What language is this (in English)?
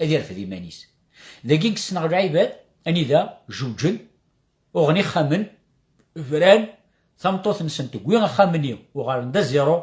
Kabyle